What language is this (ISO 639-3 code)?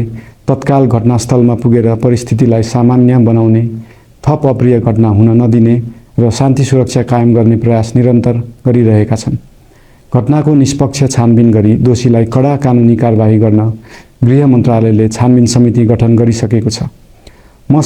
nep